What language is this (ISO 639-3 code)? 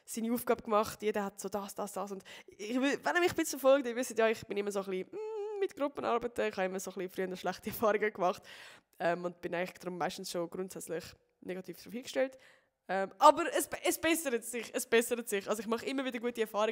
gsw